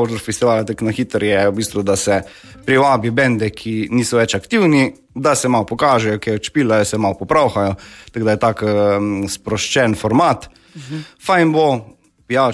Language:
Slovenian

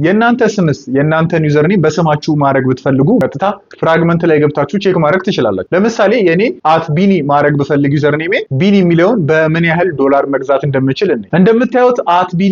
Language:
Amharic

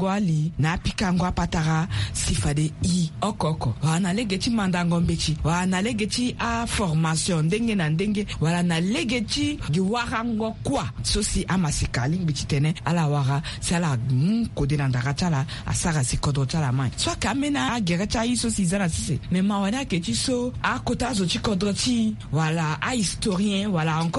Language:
Sango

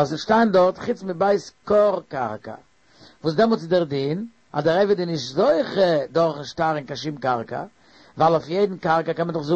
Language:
Yiddish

